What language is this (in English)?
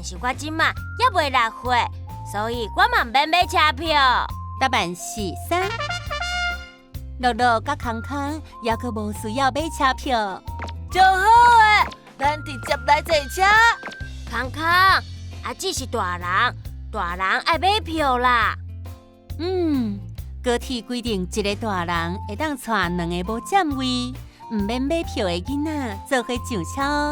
Min Nan Chinese